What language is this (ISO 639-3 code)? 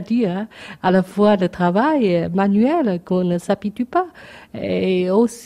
fra